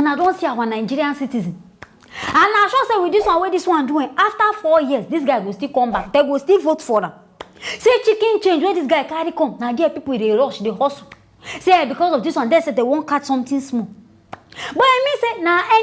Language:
Nigerian Pidgin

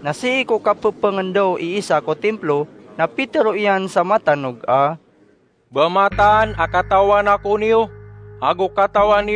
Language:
Maranao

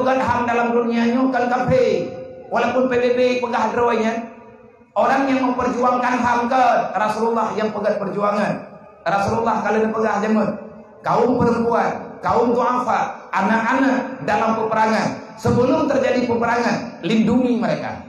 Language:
Achinese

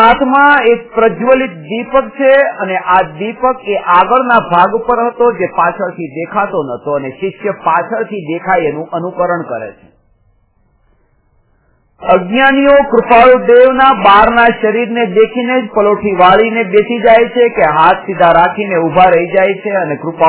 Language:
Gujarati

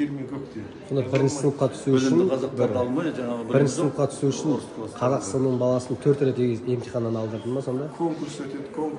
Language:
Kazakh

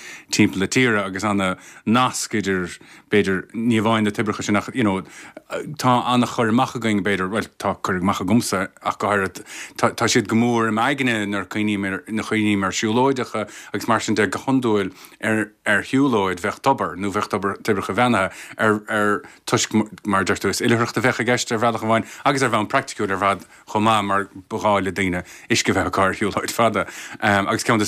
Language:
Irish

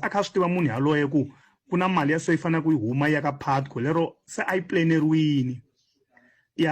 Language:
Tsonga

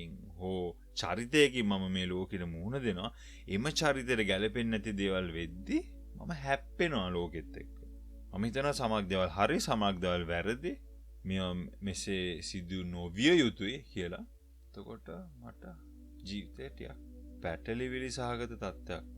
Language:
Sinhala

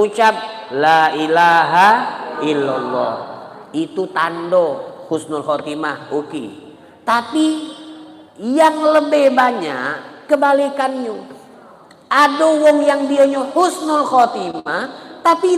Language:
Musi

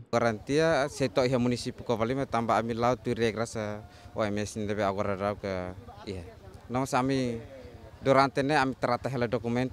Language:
Tetum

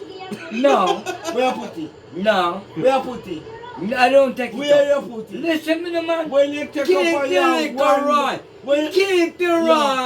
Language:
Jamaican Creole English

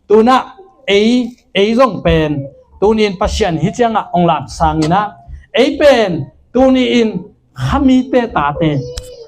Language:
Tedim Chin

